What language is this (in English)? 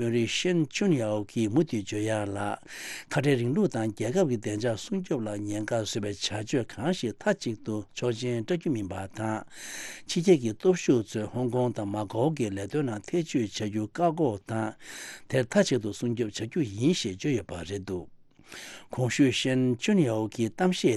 Tibetan